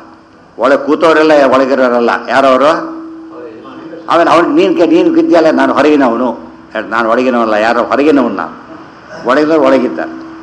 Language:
Kannada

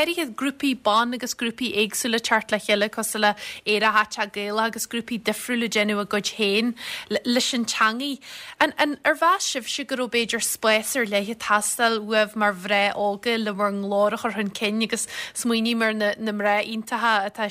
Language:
Irish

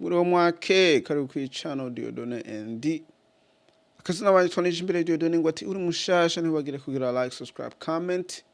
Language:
Rundi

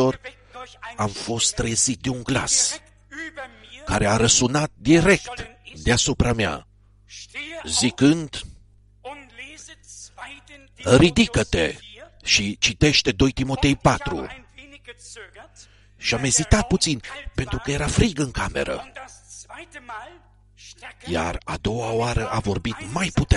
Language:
Romanian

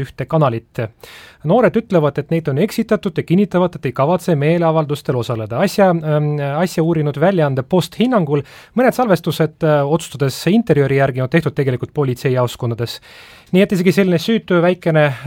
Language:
Estonian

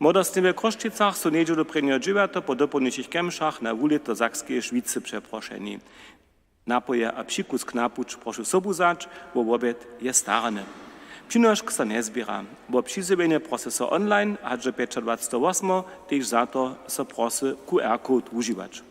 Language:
Upper Sorbian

